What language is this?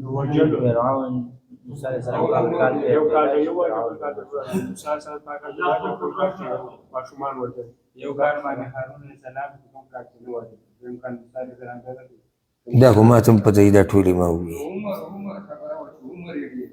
Pashto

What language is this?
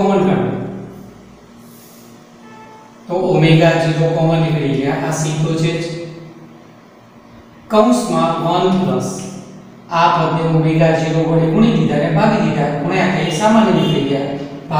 Gujarati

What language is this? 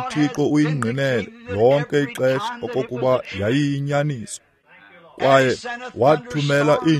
Xhosa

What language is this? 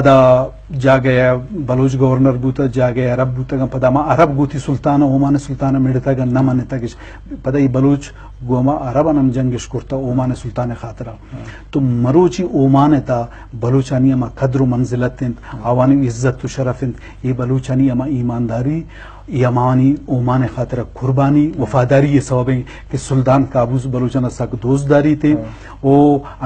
Eastern Balochi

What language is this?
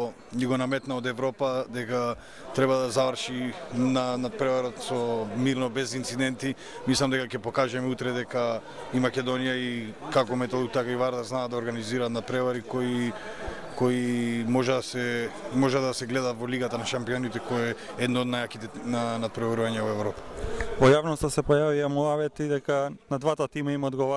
Macedonian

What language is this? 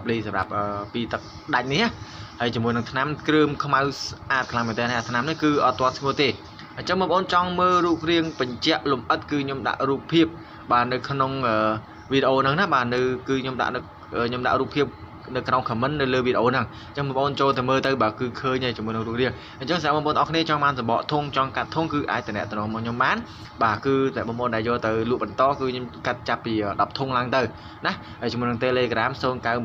Khmer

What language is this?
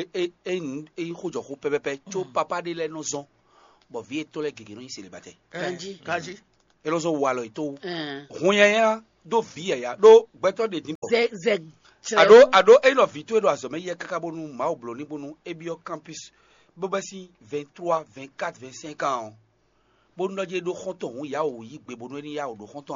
Fon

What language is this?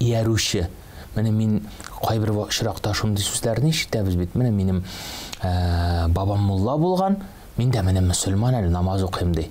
Tatar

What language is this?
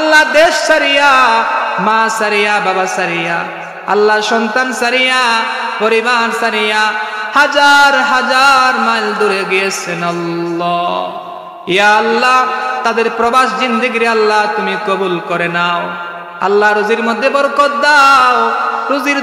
Sylheti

